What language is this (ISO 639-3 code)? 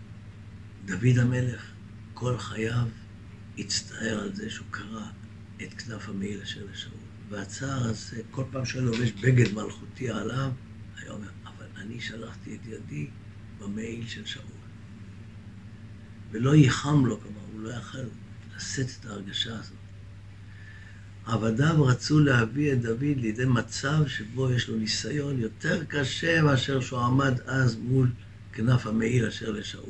heb